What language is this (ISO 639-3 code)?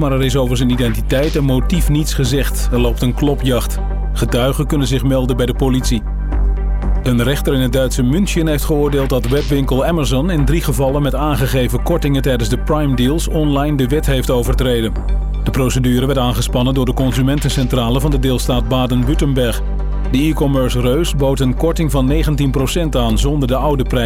nld